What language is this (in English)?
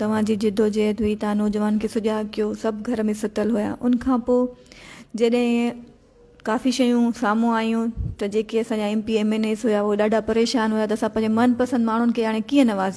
Sindhi